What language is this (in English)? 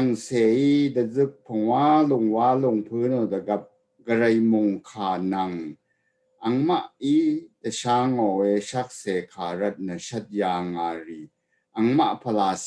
Rawang